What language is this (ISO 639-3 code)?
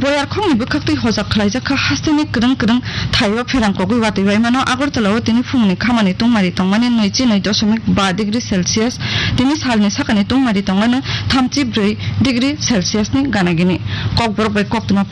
trp